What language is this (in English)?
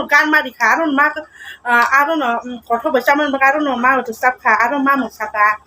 Kok Borok